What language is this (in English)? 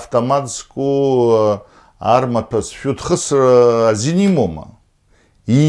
Abkhazian